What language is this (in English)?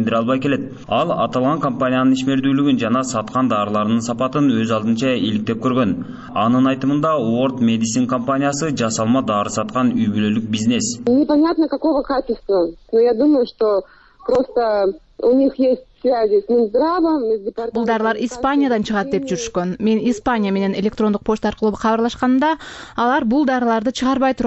Kyrgyz